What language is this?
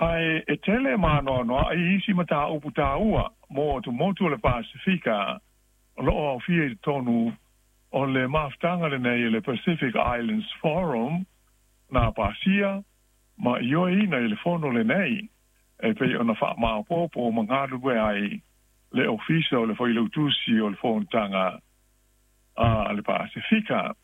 Samoan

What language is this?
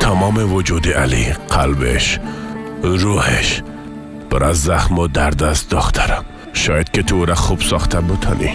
Persian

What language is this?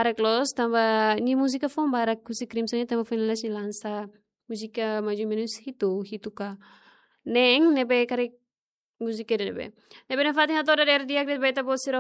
Tetum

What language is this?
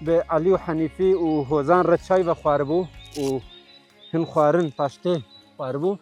Kurdish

